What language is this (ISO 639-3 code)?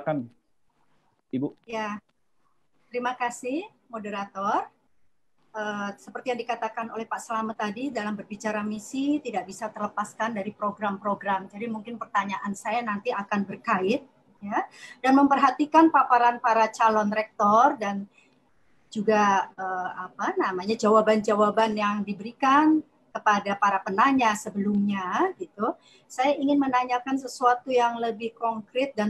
ind